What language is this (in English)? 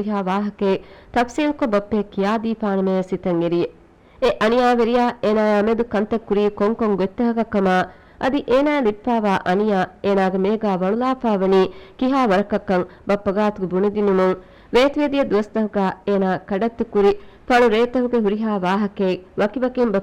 Divehi